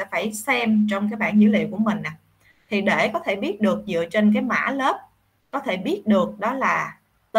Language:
Vietnamese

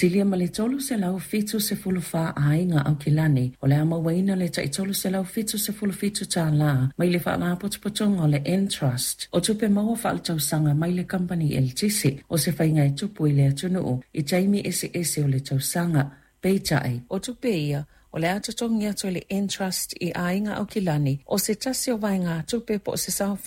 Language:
Samoan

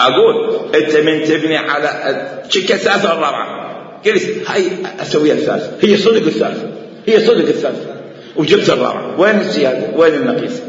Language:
Mesopotamian Arabic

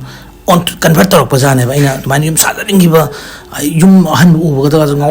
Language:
Manipuri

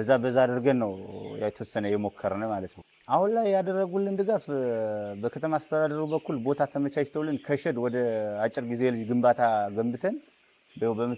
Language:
Amharic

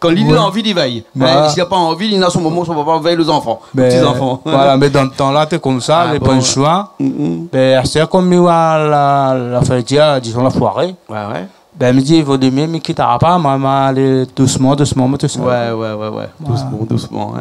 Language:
Réunion Creole French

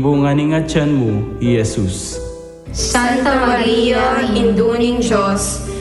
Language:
Pampanga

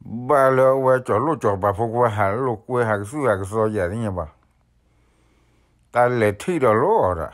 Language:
S'gaw Karen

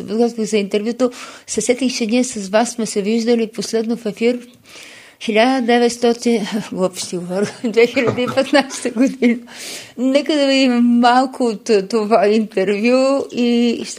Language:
Bulgarian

